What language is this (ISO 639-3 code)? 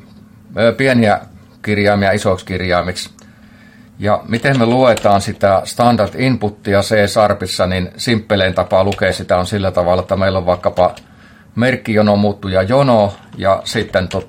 fin